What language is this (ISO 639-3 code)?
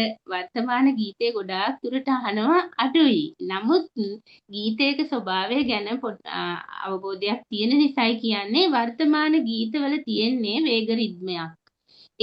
sin